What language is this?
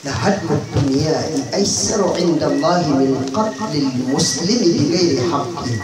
Maranao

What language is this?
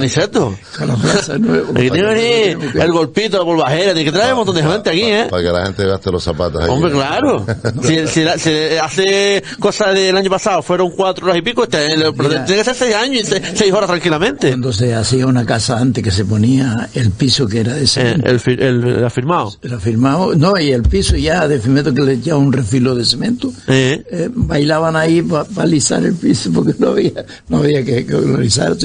Spanish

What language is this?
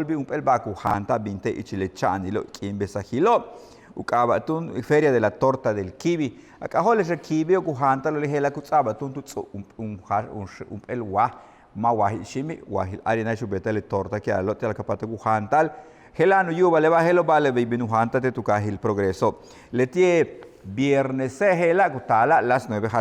Yucateco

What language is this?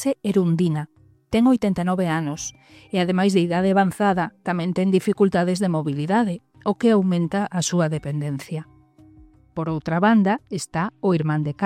Galician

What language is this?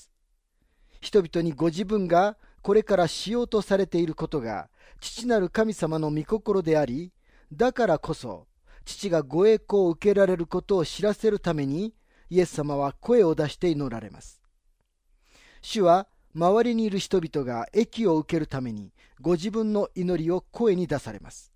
Japanese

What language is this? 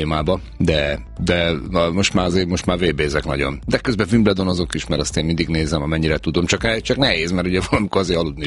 Hungarian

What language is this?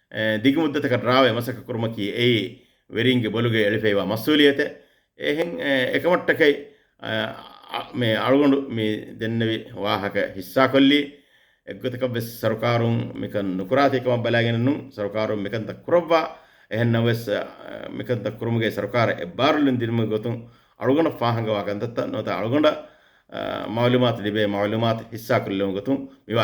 Divehi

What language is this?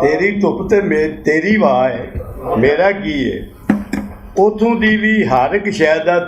Western Panjabi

